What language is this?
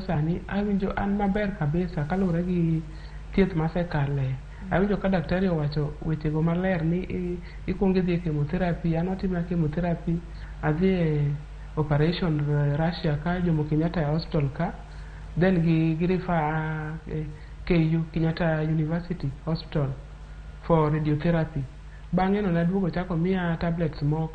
Luo (Kenya and Tanzania)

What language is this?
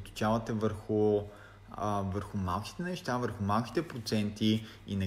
Bulgarian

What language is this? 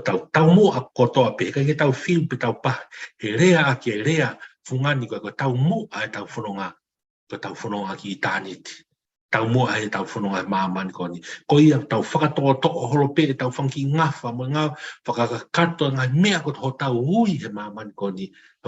Tongan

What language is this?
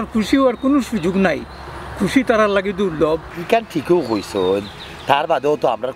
Sylheti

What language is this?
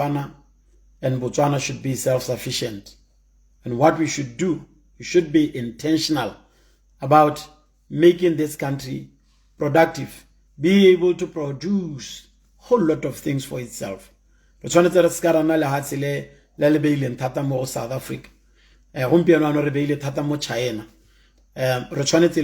Tswana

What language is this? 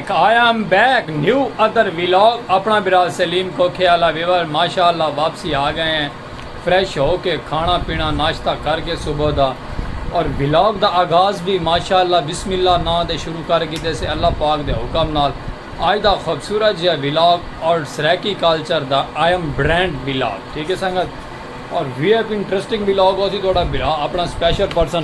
Saraiki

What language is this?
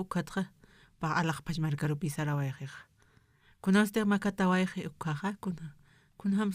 Aymara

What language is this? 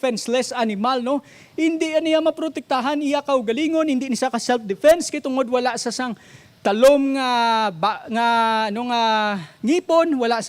Hiligaynon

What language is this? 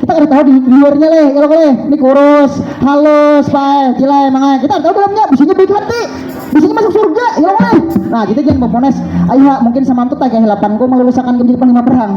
Banjar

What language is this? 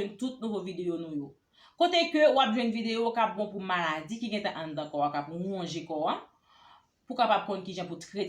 Haitian Creole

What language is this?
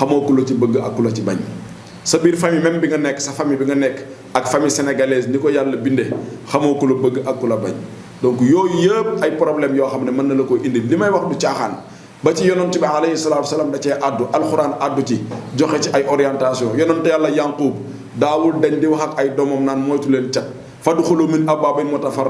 Wolof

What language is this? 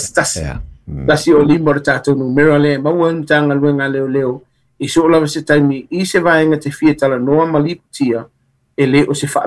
Samoan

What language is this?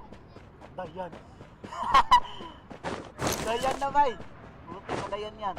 Cebuano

